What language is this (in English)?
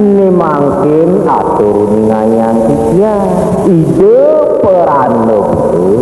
Balinese